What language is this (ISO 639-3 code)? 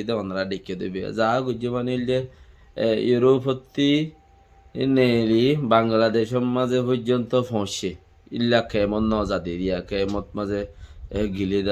rhg